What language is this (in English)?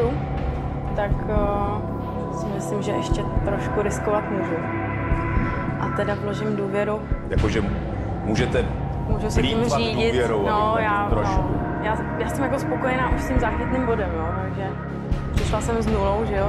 Czech